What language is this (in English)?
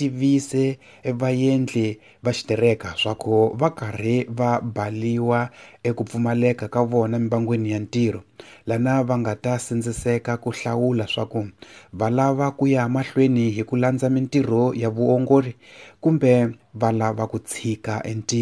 Tsonga